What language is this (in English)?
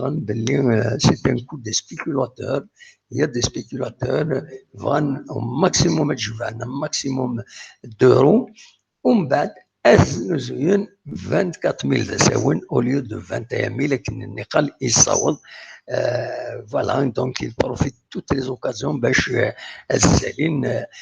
Kabyle